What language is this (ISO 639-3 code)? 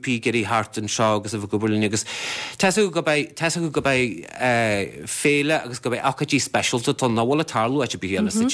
gle